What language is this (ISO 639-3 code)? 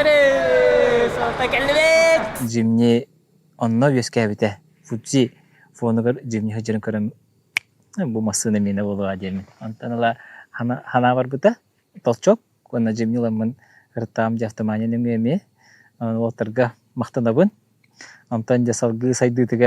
sah